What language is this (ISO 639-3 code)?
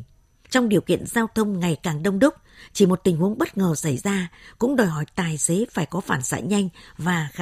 vie